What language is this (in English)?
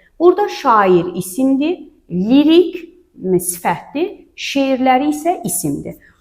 Azerbaijani